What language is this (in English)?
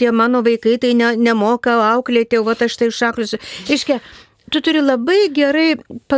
Lithuanian